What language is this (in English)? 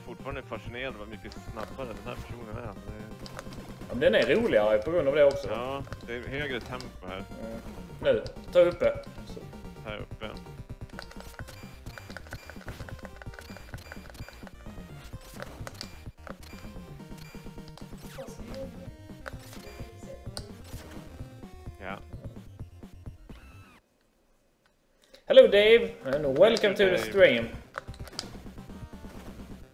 Swedish